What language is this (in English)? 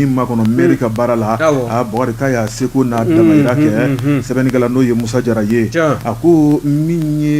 Bambara